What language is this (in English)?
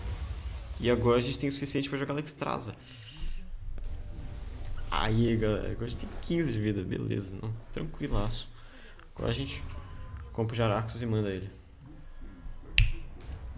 Portuguese